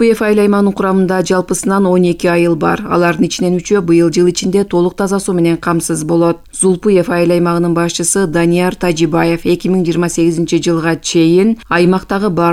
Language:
Kyrgyz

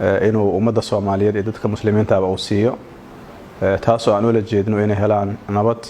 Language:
Somali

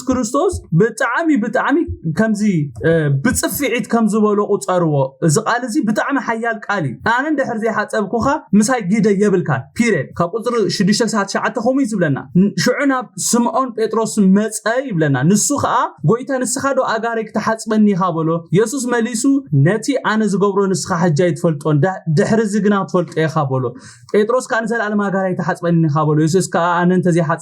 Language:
Tigrinya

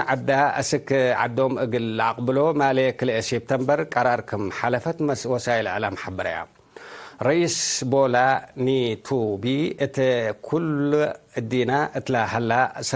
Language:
Tigre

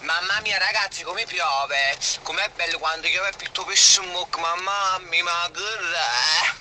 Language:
Neapolitan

